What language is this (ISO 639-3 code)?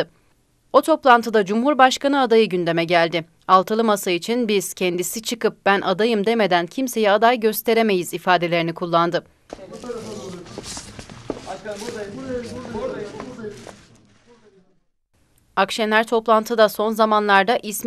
tur